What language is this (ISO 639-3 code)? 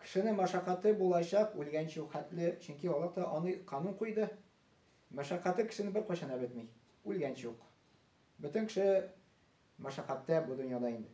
tat